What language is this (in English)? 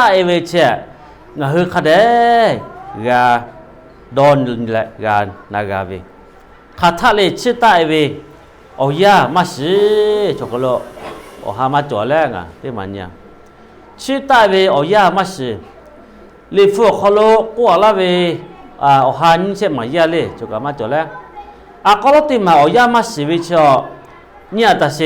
Lahu